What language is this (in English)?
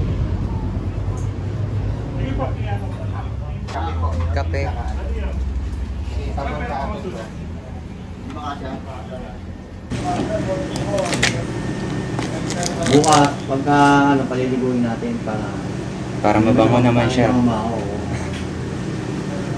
Filipino